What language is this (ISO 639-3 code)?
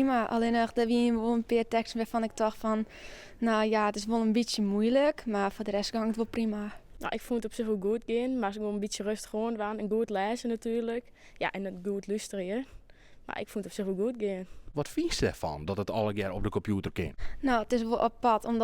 fry